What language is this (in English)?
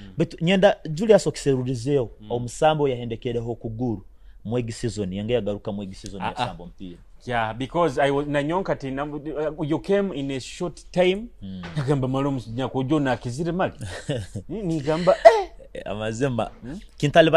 Nyoro